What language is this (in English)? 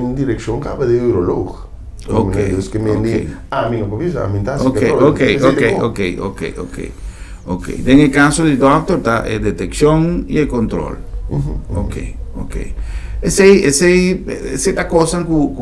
Papiamento